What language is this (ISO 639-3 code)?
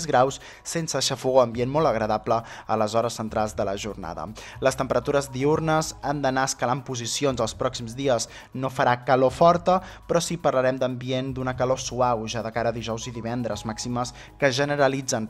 cat